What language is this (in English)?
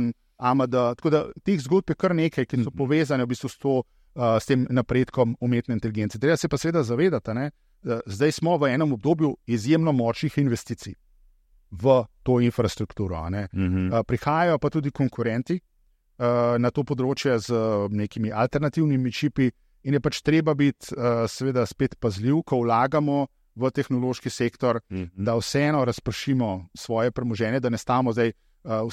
Slovenian